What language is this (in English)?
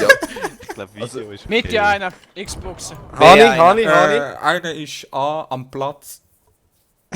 Swiss German